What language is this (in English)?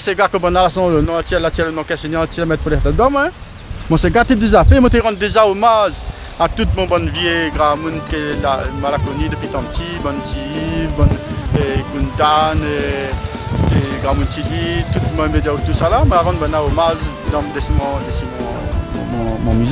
Réunion Creole French